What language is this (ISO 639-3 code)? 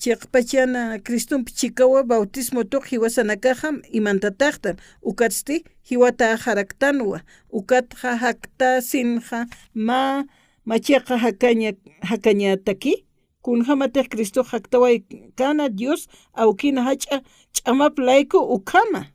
aym